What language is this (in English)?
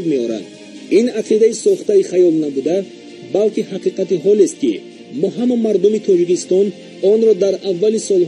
Tajik